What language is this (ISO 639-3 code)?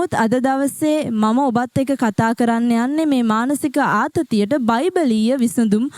sin